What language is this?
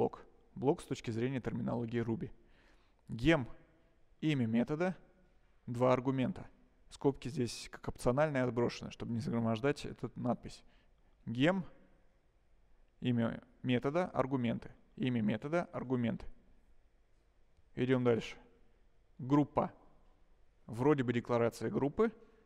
Russian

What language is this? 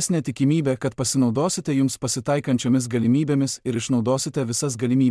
Lithuanian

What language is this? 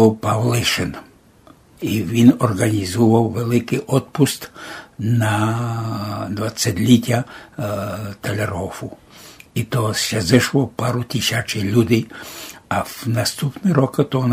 Rusyn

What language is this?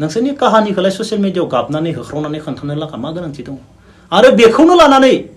Bodo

